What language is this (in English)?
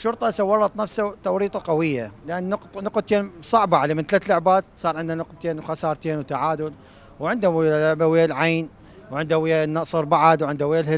Mesopotamian Arabic